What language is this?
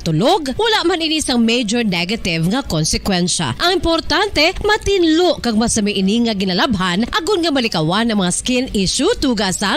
Hiligaynon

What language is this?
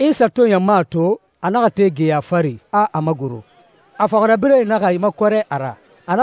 Susu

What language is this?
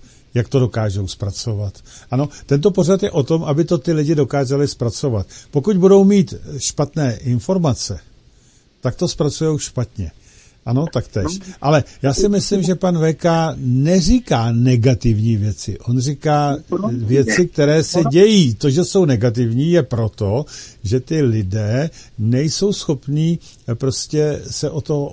Czech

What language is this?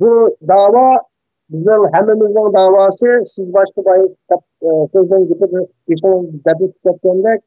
Uyghur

